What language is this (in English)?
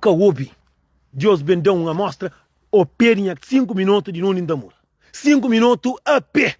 Kabuverdianu